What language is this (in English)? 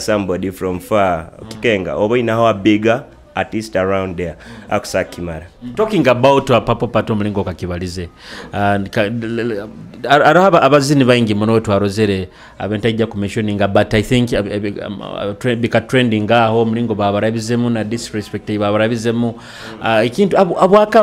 Nyoro